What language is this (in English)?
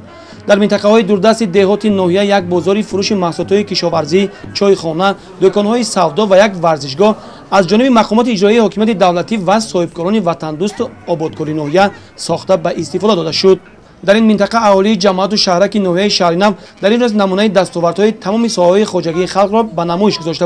Tajik